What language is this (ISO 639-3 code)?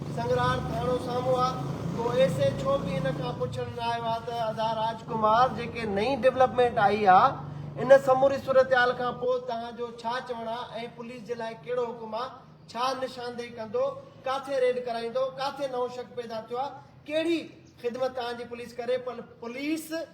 snd